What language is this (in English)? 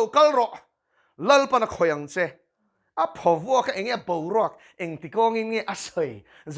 Mizo